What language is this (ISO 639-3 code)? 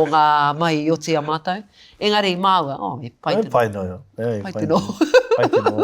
mri